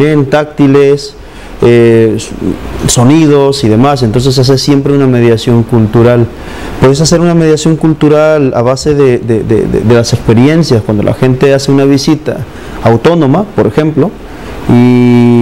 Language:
Spanish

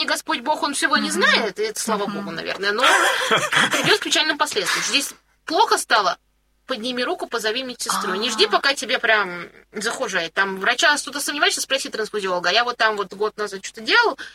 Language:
Russian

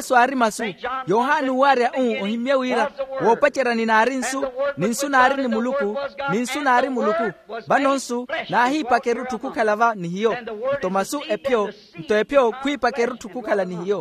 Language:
Makhuwa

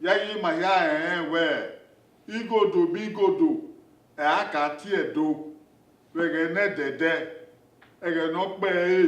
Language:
Bini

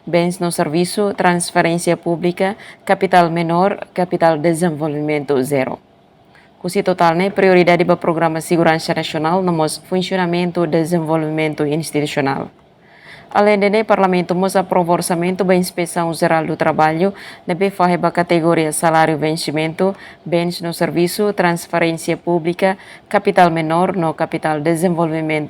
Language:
Tetum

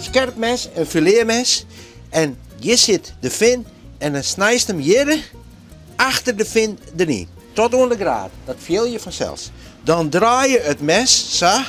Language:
Western Frisian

